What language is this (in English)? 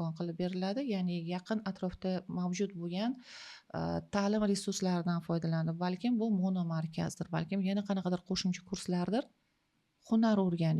Uzbek